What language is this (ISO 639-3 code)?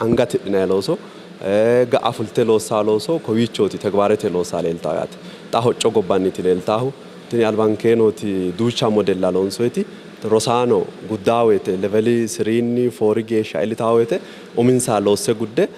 sid